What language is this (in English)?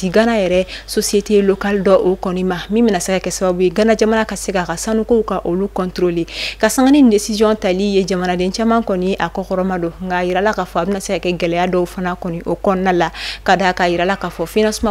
Bambara